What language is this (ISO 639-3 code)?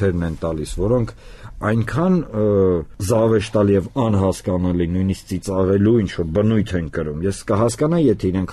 hye